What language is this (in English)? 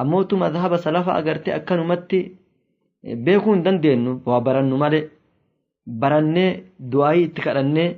Oromo